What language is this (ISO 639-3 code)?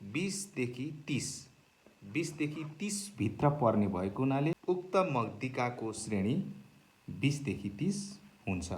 nep